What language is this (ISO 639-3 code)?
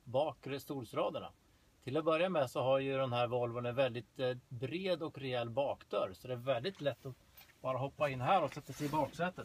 swe